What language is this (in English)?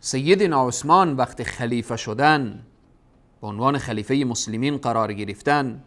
Persian